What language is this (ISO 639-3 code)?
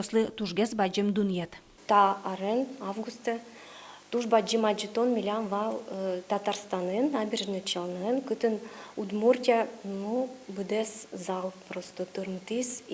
udm